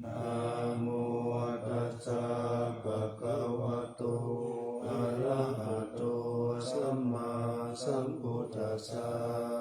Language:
Pali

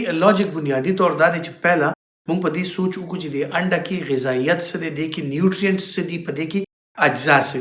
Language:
Pashto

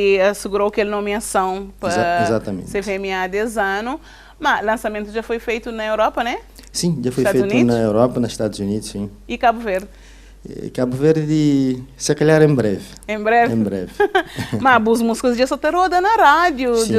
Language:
Kabuverdianu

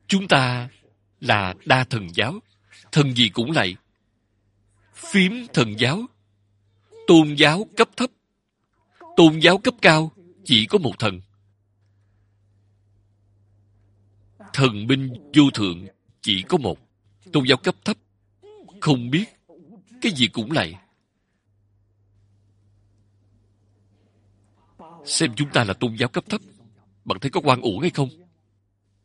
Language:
Vietnamese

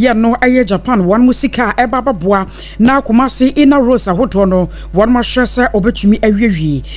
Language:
Akan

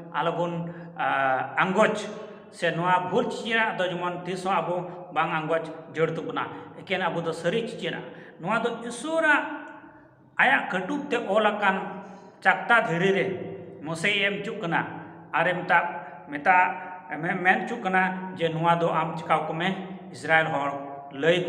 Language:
Santali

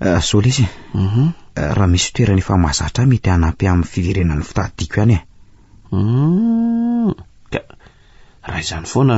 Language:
Malagasy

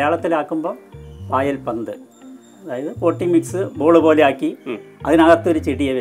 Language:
Malayalam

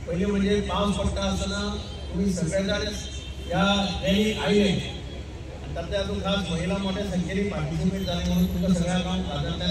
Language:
Konkani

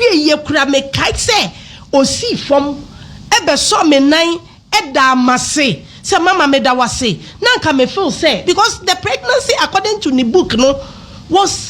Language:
Akan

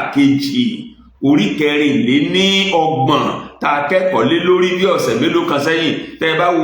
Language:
Yoruba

